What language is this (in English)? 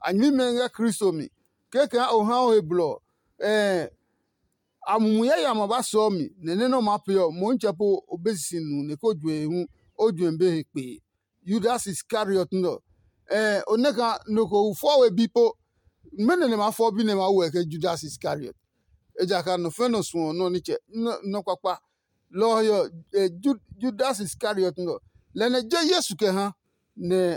Adangme